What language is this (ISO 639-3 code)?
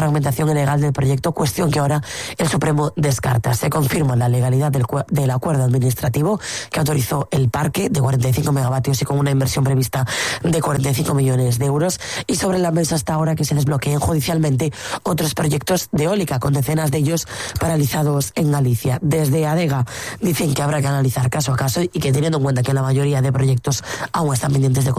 spa